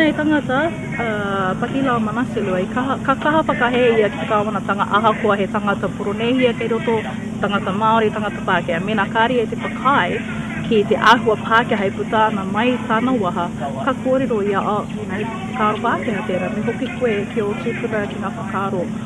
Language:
Māori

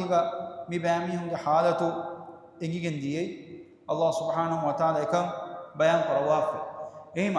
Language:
Divehi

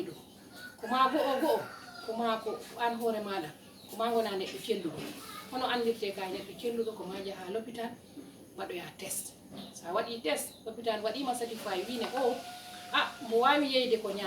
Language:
Fula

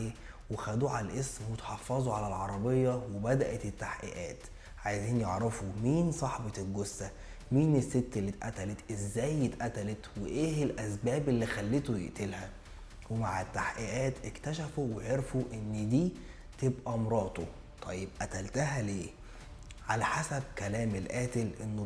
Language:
Egyptian Arabic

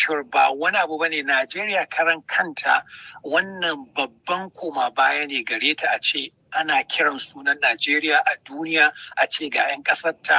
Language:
Hausa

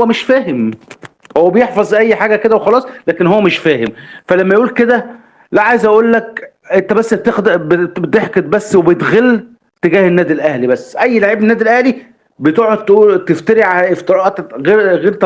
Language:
Egyptian Arabic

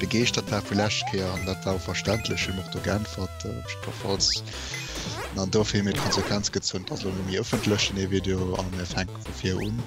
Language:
Luxembourgish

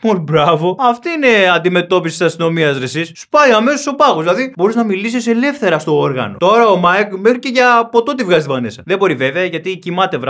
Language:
Greek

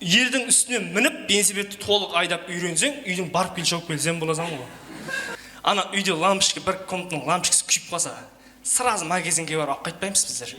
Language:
Kara-Kalpak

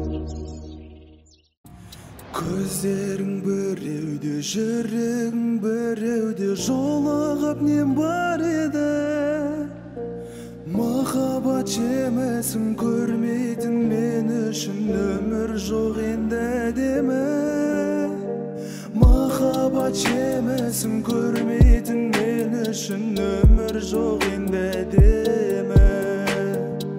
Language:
Kazakh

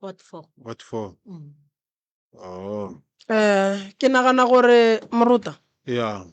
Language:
Northern Sotho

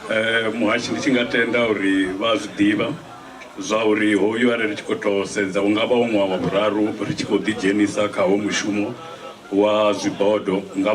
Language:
Venda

